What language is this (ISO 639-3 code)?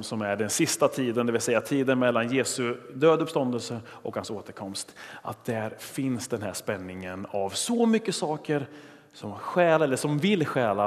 swe